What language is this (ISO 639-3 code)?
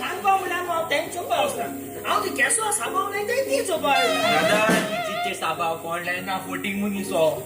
kok